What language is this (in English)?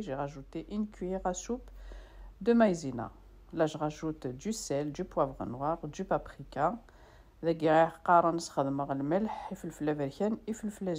Kabyle